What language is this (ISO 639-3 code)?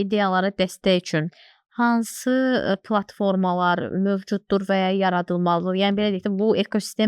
aze